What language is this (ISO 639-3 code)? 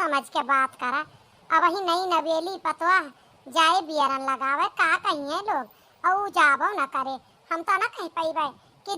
awa